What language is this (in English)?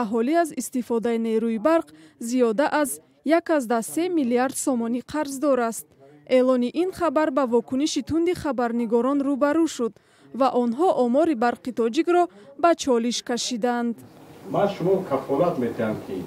Tajik